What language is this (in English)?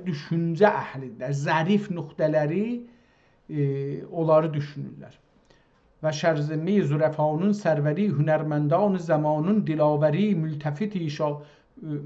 South Azerbaijani